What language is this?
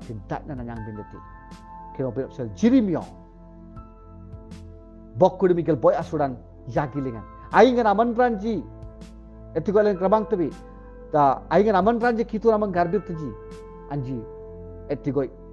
Sora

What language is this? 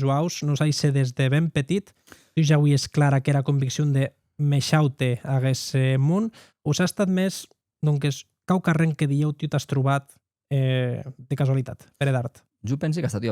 Occitan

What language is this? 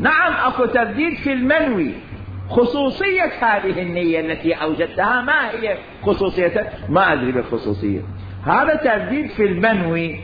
Mesopotamian Arabic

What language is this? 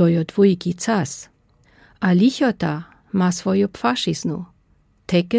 Lower Sorbian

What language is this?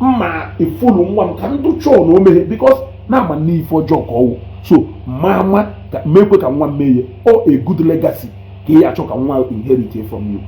Igbo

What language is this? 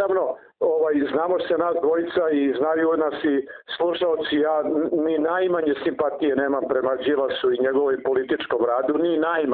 Serbian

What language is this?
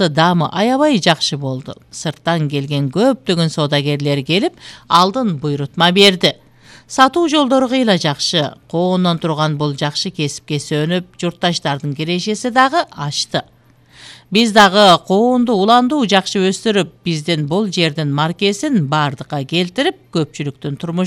Kyrgyz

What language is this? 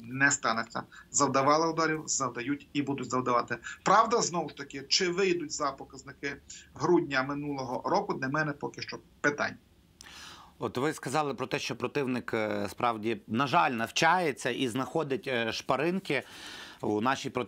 Ukrainian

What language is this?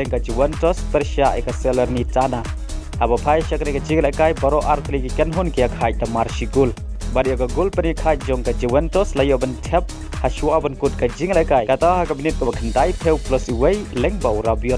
Khasi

